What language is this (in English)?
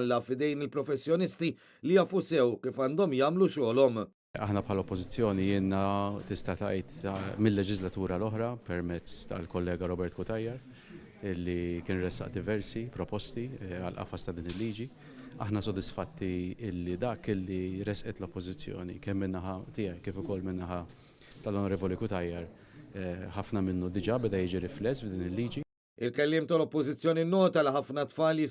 Maltese